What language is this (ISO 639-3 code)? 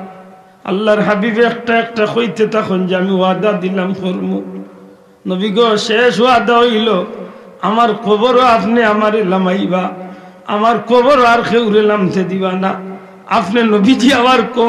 syl